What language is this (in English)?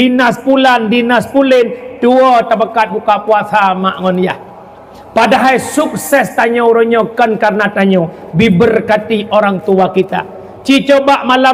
Achinese